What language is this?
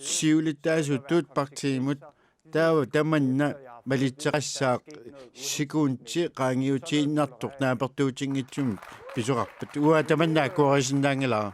Kalaallisut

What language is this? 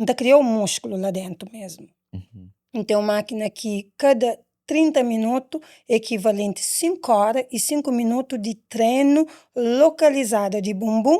Kabuverdianu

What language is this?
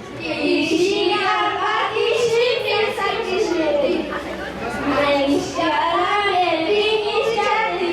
Chuj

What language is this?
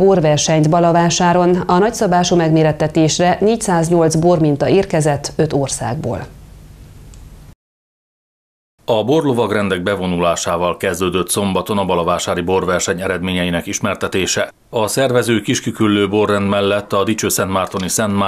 Hungarian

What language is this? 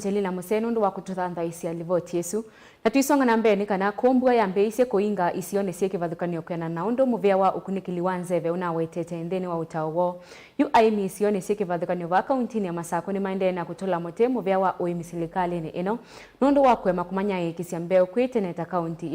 Kamba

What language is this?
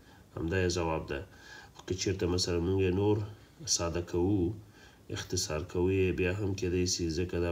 Pashto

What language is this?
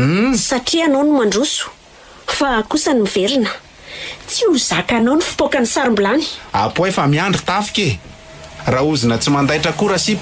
Malagasy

